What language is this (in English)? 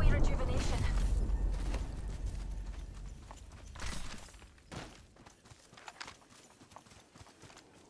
English